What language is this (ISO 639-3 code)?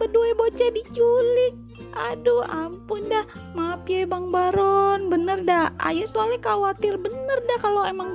bew